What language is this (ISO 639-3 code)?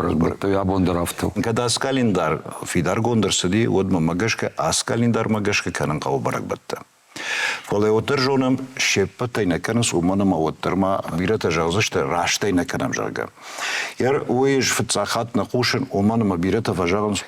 oss